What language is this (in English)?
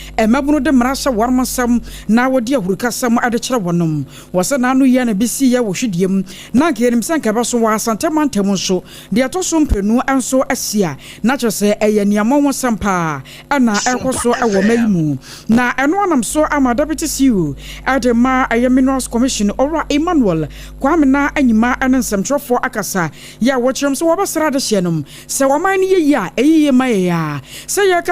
Akan